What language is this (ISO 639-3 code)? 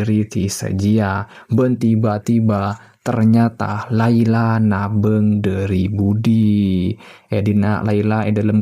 mad